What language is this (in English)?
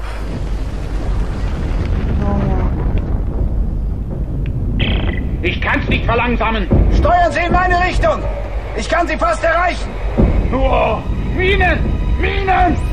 German